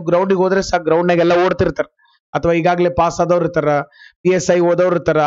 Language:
Kannada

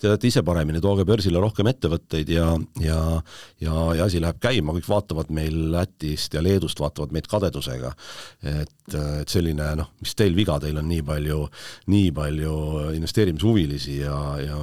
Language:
Estonian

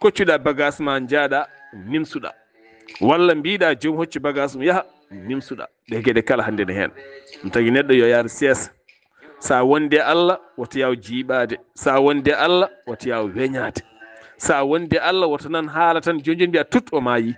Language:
Fula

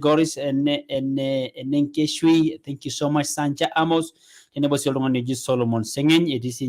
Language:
Masai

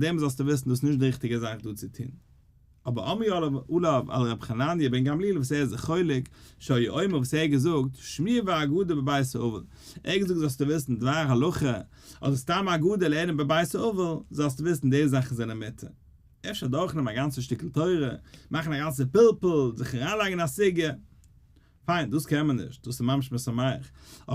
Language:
Yiddish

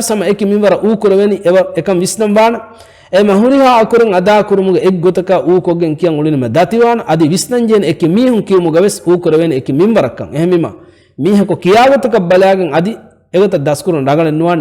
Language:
Divehi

